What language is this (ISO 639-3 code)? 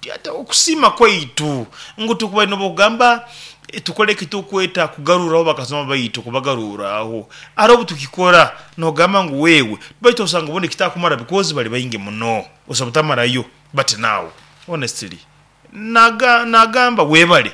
nyo